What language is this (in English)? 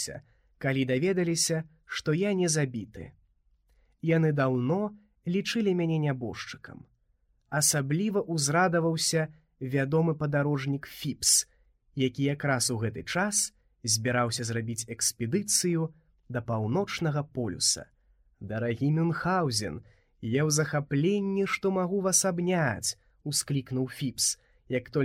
Belarusian